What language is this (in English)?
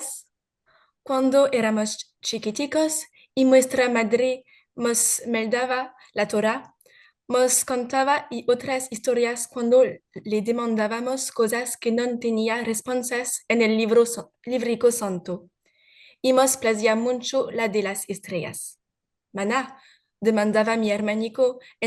Ladino